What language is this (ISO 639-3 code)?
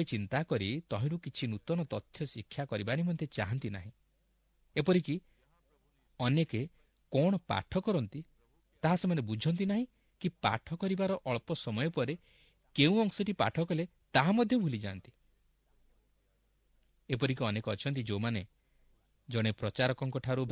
ori